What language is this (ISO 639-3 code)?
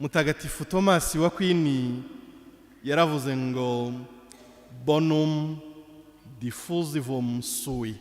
kin